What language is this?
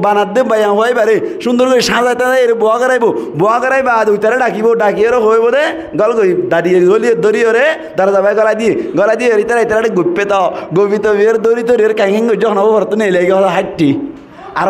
Rohingya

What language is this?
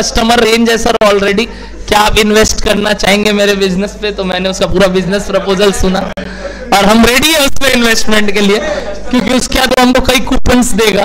Hindi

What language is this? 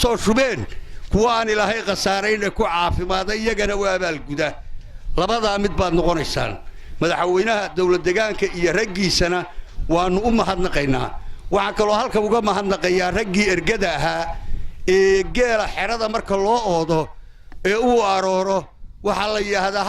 Somali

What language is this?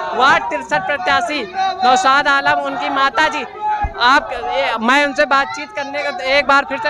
Hindi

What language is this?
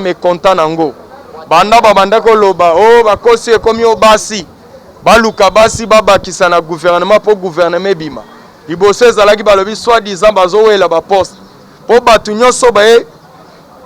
Lingala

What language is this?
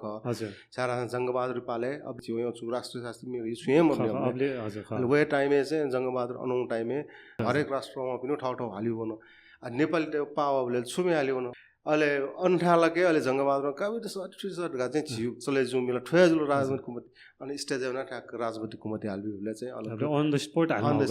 Newari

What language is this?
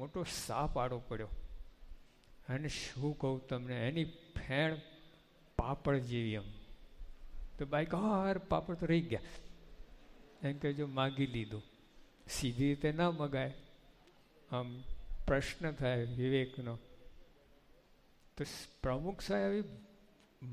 Gujarati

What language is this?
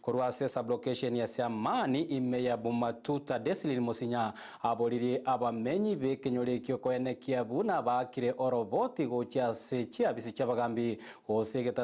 Gusii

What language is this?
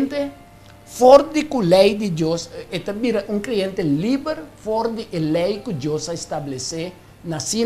Papiamento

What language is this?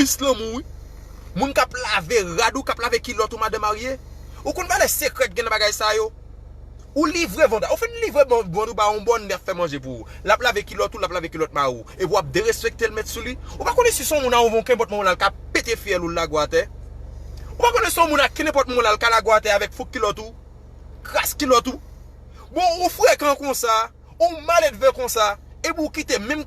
Haitian Creole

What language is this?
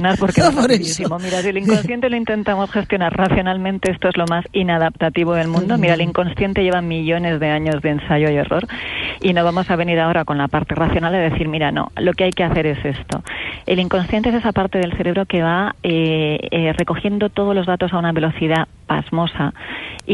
Spanish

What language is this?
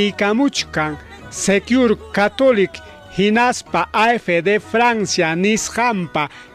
Ayacucho Quechua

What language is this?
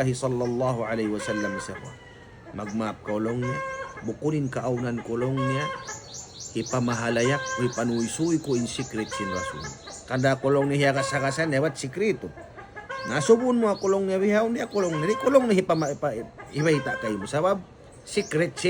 Tausug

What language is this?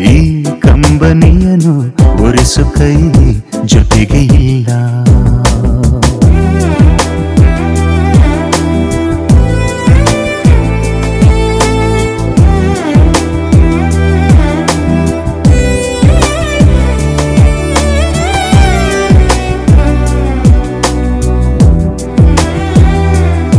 Kannada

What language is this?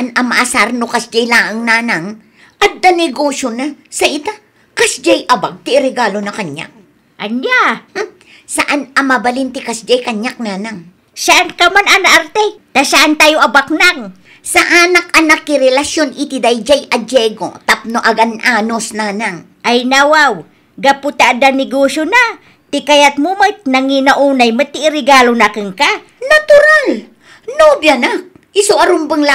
Iloko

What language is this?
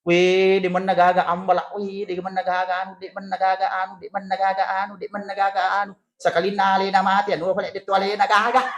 Buginese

